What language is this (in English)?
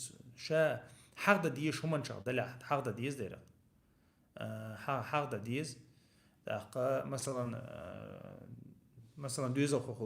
Chechen